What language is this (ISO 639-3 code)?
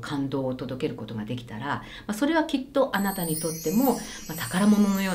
jpn